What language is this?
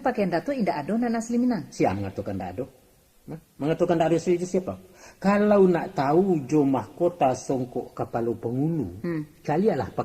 Minangkabau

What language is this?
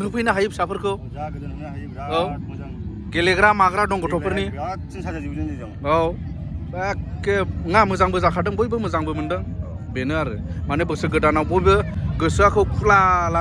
Bodo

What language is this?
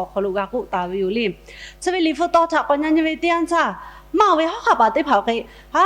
Lahu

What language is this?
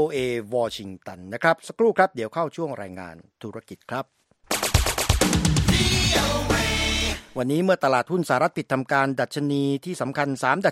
Thai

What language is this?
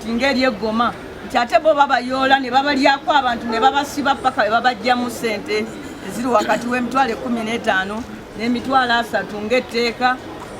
Ganda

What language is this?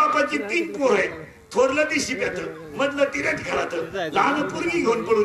Marathi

